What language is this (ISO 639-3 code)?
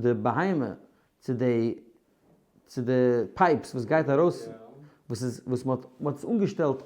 yid